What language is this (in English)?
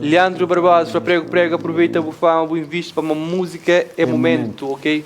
Kabuverdianu